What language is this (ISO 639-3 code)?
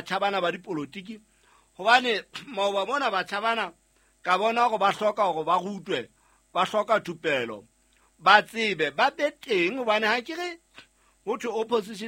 sot